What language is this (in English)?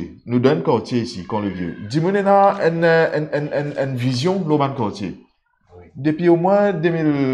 Morisyen